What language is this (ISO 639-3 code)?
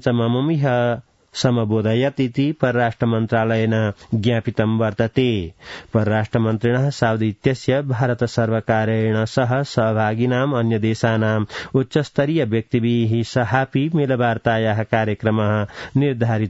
san